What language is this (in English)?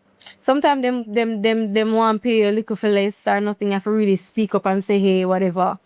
Jamaican Creole English